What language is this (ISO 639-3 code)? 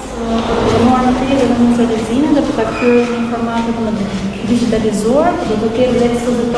sqi